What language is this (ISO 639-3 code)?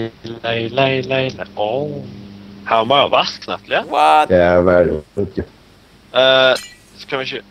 fao